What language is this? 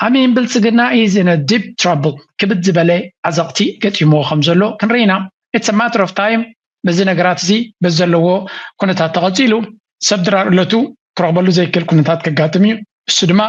Tigrinya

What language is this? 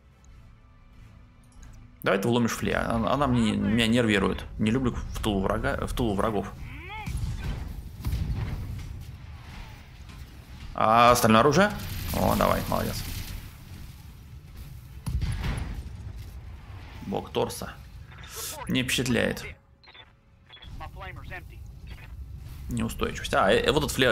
Russian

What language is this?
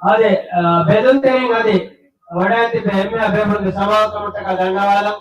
Divehi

